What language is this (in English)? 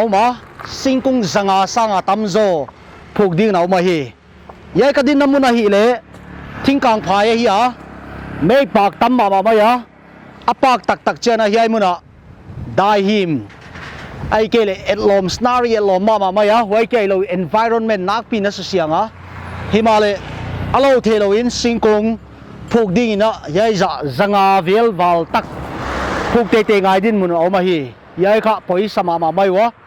Paite Chin